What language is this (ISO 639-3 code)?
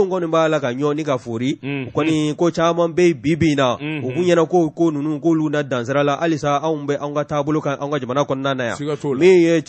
bam